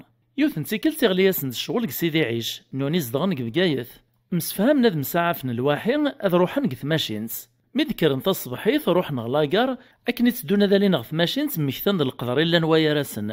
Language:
Kabyle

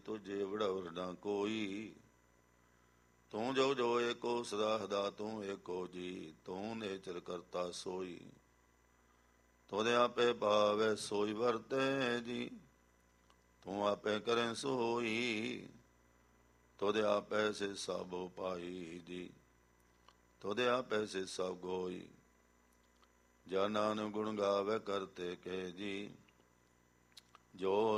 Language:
Punjabi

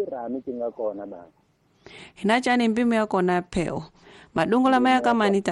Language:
Tsonga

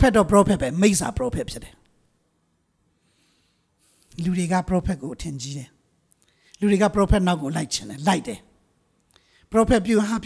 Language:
Burmese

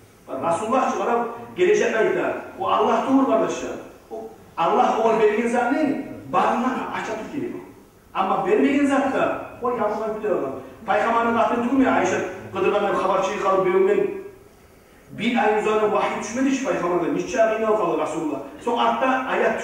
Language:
Kumyk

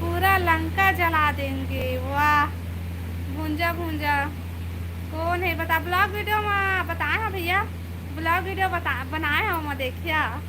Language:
Chhattisgarhi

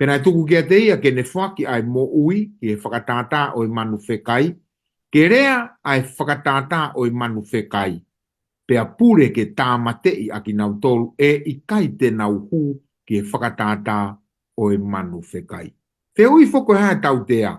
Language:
Tongan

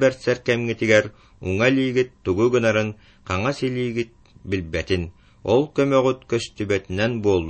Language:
Yakut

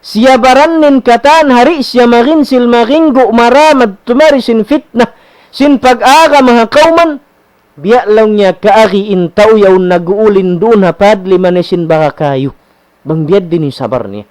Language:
Tausug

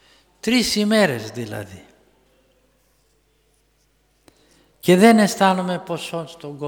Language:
Greek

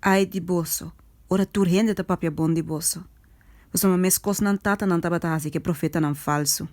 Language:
Papiamento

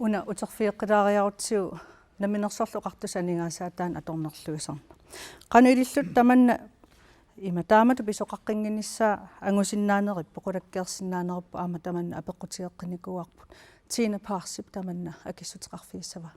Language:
Kalaallisut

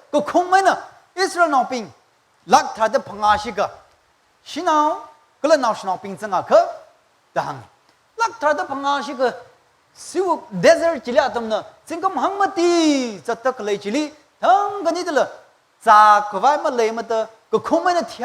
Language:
Tangkhul Naga (India)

